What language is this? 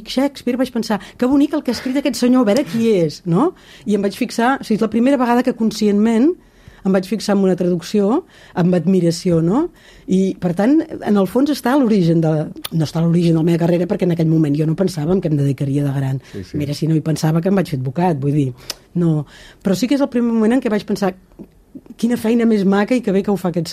Catalan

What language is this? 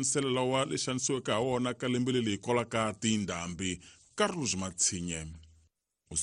Tsonga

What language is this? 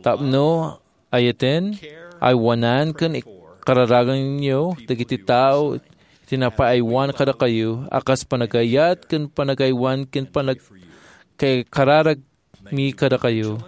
Iloko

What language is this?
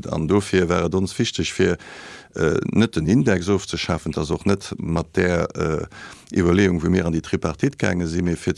Luxembourgish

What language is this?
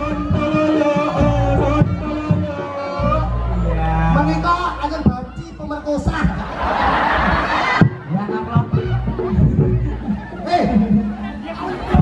Javanese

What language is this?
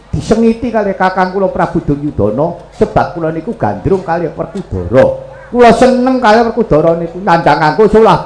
Javanese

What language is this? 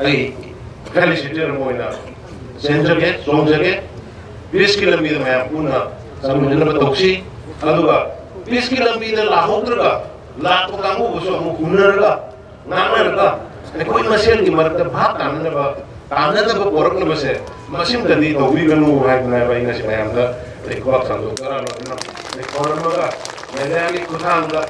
Manipuri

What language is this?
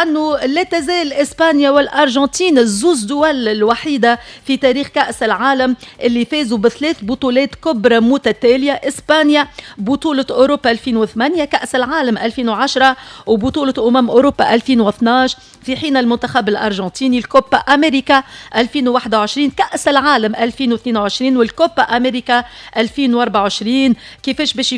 Tunisian Arabic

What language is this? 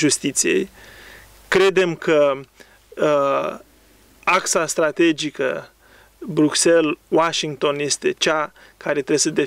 Romanian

